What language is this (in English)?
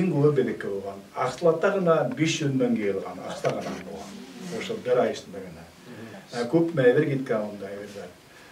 Bashkir